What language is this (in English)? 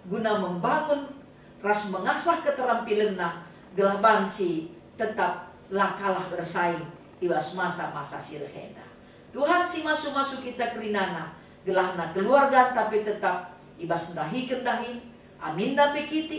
Batak Karo